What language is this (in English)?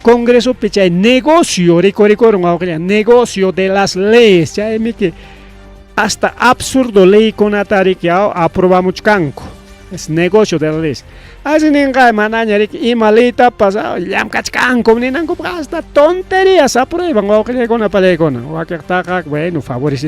Ayacucho Quechua